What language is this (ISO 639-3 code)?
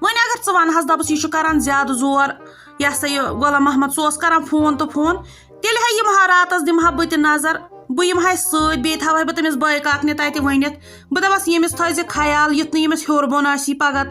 kas